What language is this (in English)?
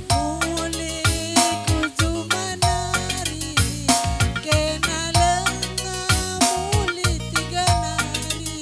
Batak Karo